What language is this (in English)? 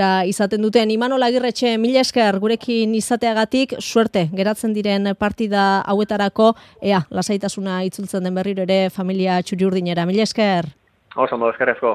Basque